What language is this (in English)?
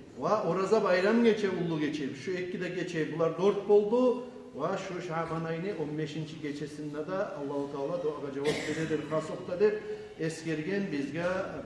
Kumyk